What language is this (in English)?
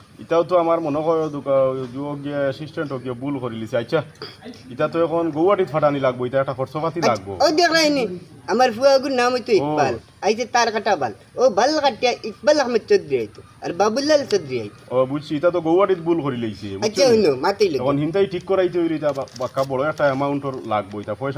Sylheti